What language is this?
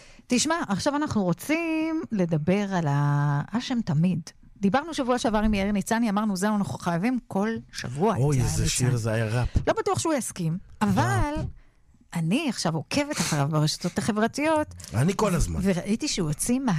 Hebrew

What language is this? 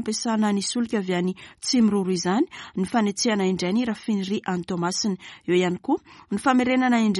Malagasy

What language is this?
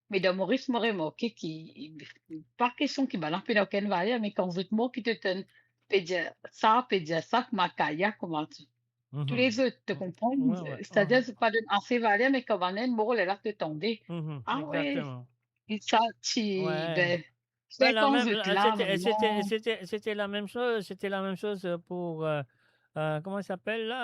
Morisyen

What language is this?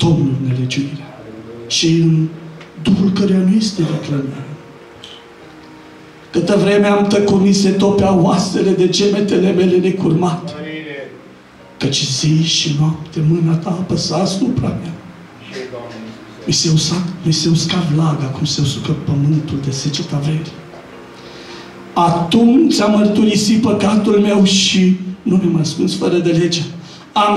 Romanian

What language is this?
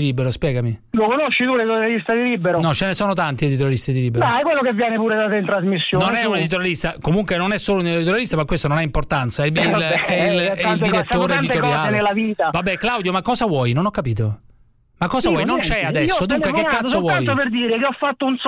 Italian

